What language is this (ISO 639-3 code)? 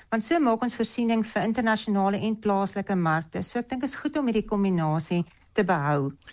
afr